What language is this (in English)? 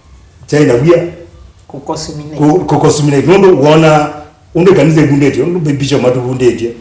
Kamba